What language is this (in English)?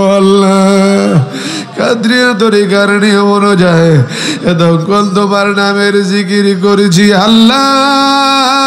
Bangla